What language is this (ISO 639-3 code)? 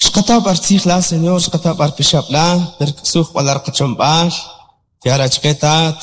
quc